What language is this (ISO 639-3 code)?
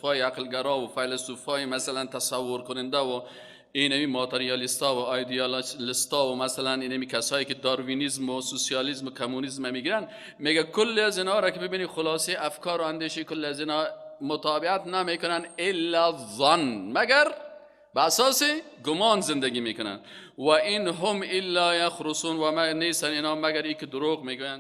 fas